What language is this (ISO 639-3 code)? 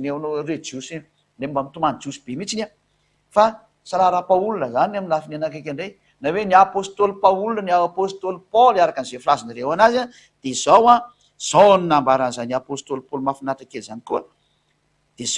mlg